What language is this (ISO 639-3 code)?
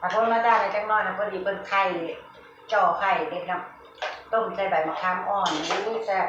tts